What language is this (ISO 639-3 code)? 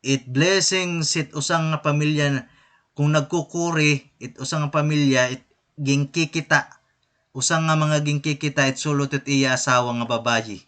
war